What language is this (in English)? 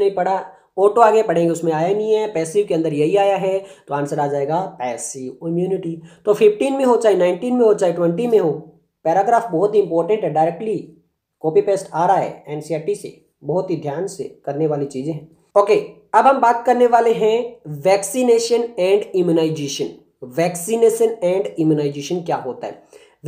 Hindi